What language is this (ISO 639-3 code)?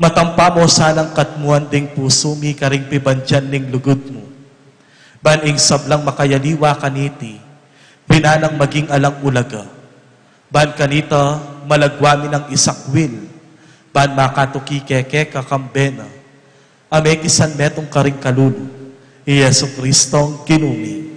pam